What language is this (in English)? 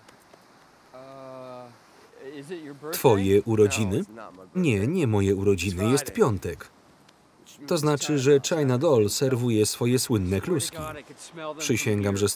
Polish